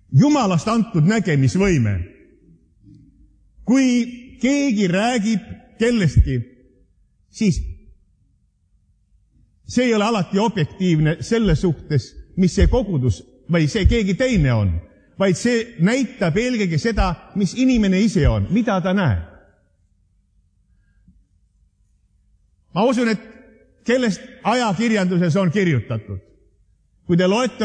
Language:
Estonian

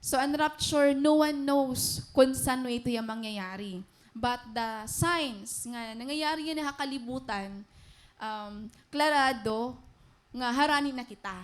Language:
Waray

